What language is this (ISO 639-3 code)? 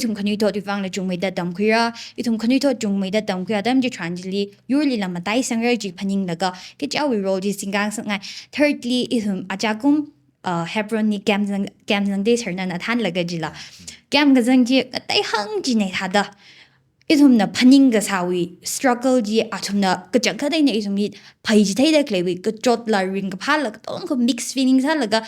nmf